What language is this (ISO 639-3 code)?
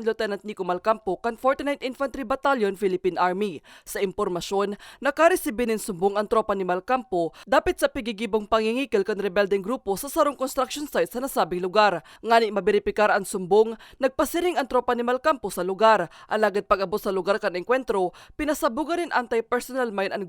bik